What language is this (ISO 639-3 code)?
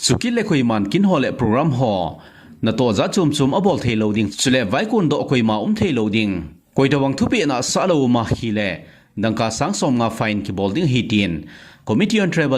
tcz